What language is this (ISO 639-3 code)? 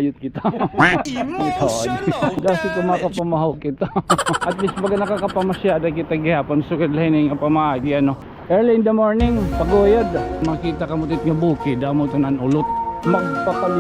war